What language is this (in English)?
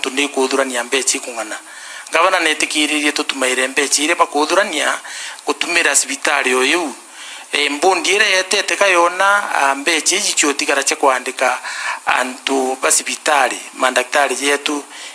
Meru